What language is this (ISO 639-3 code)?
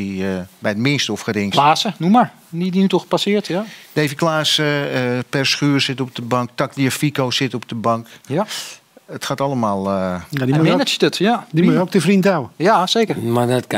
nld